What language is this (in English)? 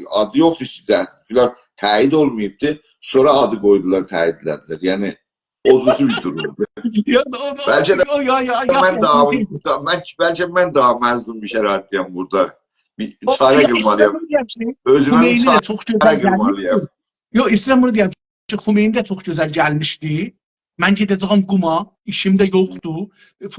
South Azerbaijani